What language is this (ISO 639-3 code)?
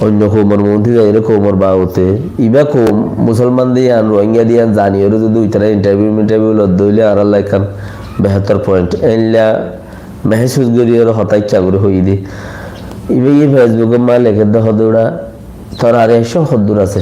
rhg